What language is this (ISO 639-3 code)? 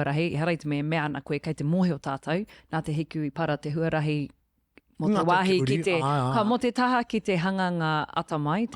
mri